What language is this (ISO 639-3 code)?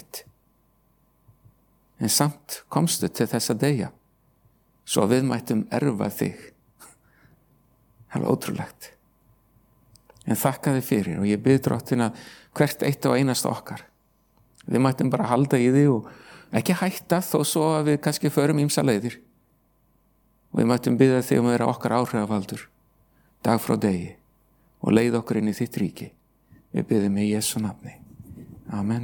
isl